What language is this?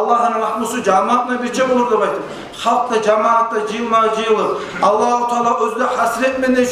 Kumyk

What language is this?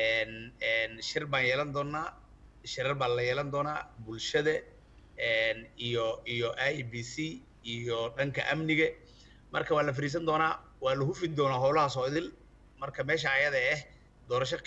Somali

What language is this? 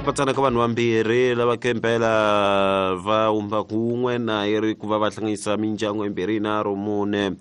Tsonga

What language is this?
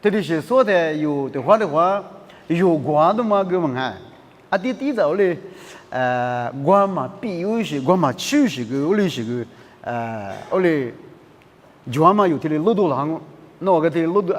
Lisu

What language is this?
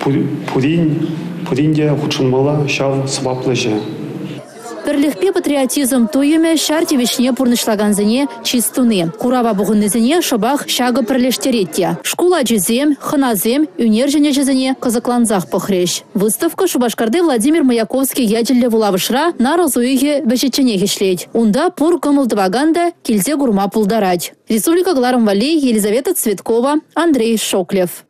Chuvash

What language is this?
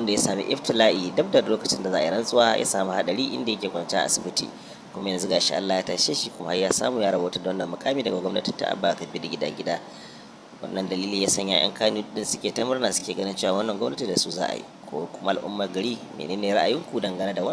Hausa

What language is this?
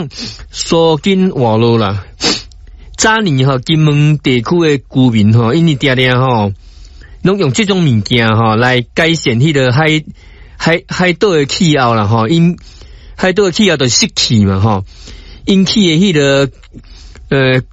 Min Nan Chinese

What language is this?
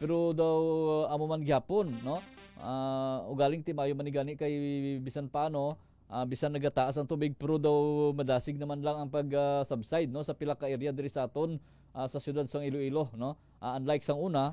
Hiligaynon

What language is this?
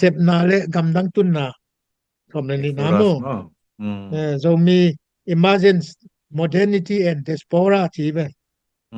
Tedim Chin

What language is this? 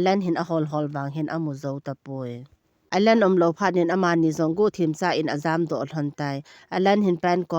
Thado Chin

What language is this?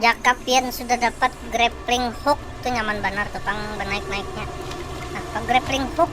Banjar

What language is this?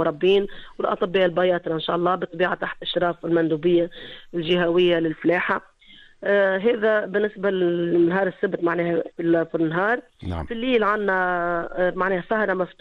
Tunisian Arabic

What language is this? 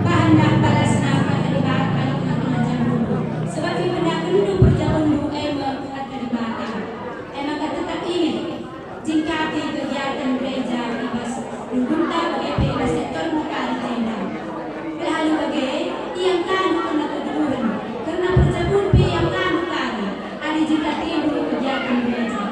Batak Karo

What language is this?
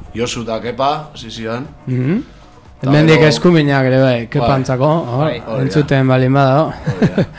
Basque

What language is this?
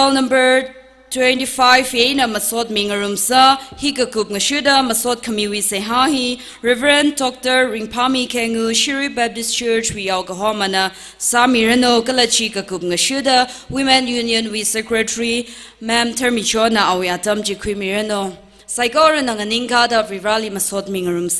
Tangkhul Naga (India)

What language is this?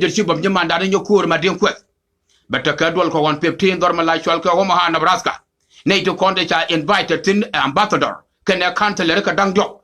Nuer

